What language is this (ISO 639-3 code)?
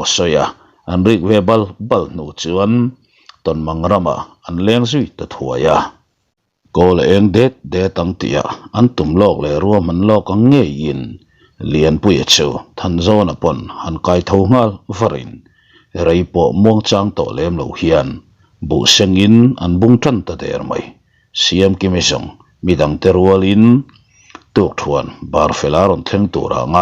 lus